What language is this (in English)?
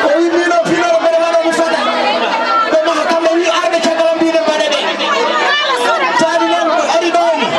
Fula